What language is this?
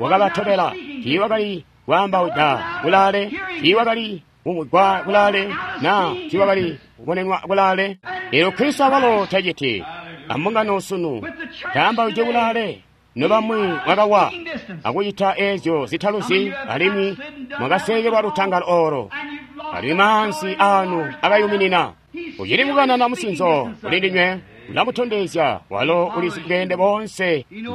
Tonga (Zambia)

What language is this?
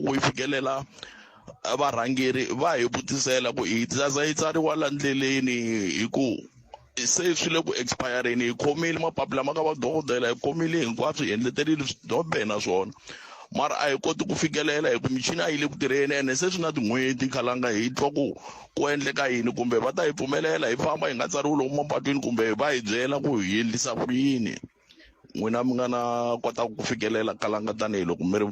Tsonga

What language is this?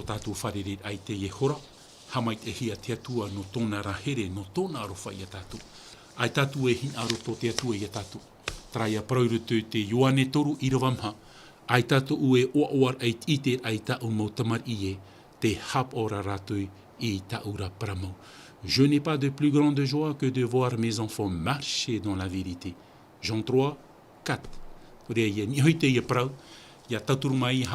Tahitian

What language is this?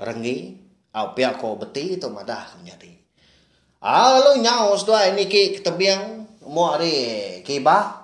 Iban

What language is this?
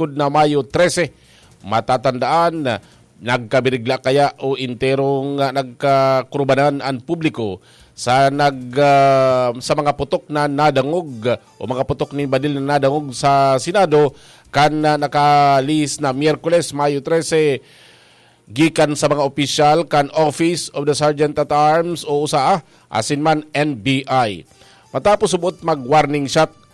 Bikol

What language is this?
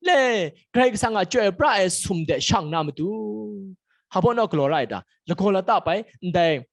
Kachin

